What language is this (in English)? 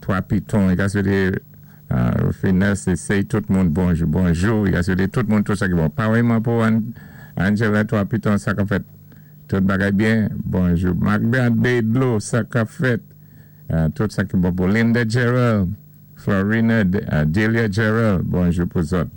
Saint Lucian Creole French